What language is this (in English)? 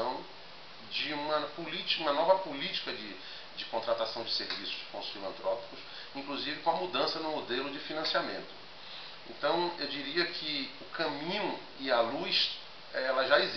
Portuguese